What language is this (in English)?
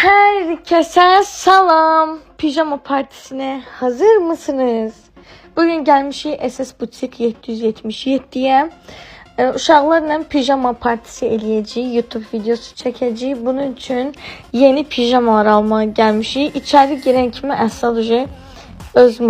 Azerbaijani